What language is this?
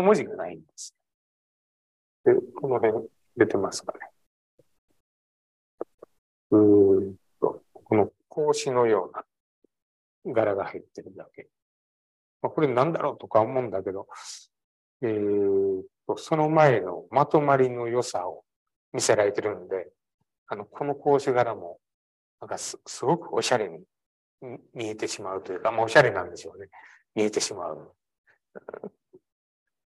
Japanese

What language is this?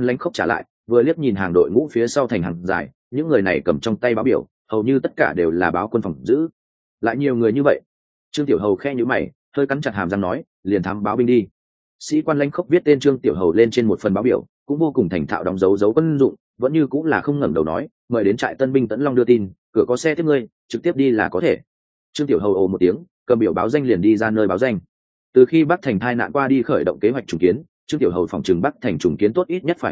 Vietnamese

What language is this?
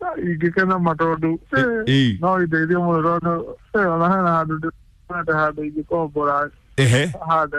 Kikuyu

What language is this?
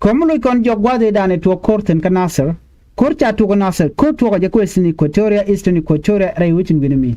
Nuer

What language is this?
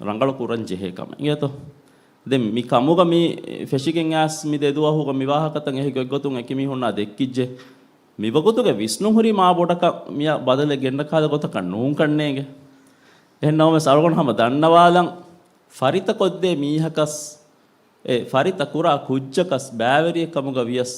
Divehi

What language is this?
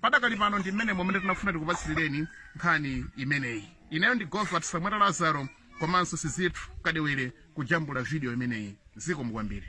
Nyanja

